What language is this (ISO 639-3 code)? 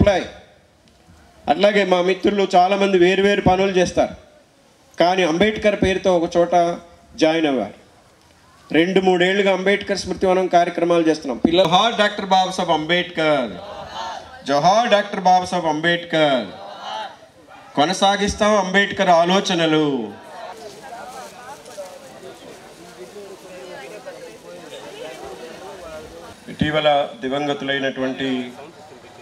tel